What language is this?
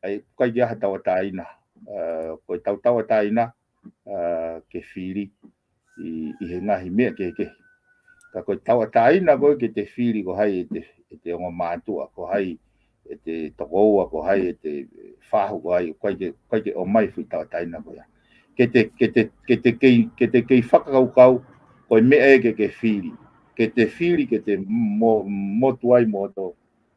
Tongan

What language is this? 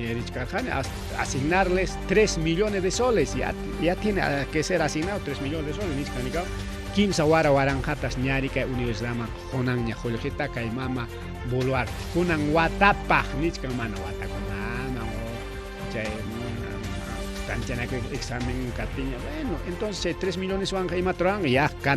Ayacucho Quechua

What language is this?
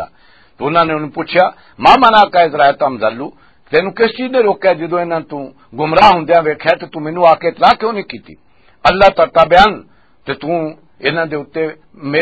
Western Panjabi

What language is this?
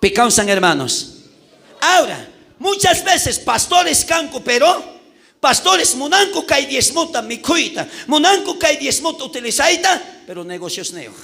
South Bolivian Quechua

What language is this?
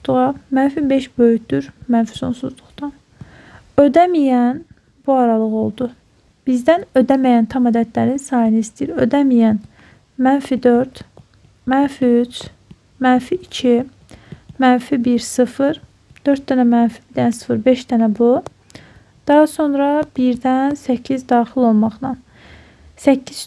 Azerbaijani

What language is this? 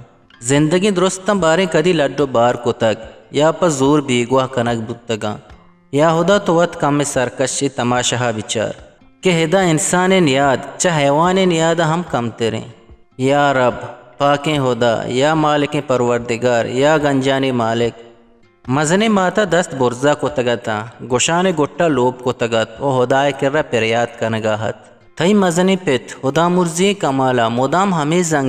Eastern Balochi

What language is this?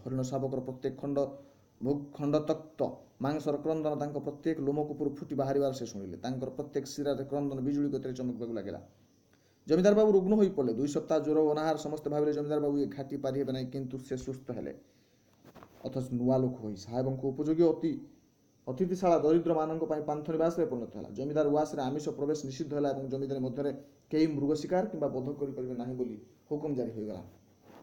Odia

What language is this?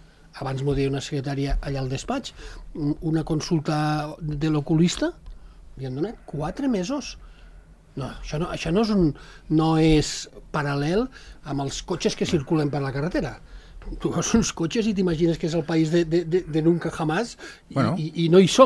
Catalan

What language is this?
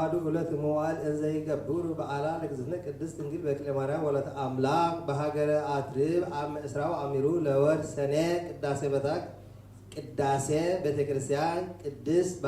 Geez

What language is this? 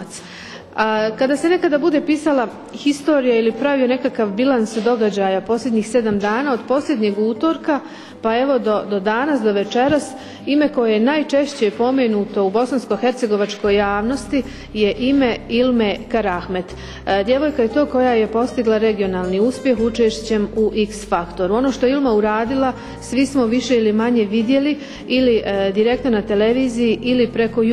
Bosnian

